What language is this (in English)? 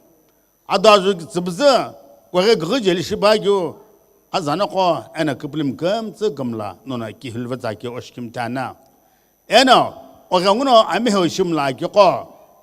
Sumi Naga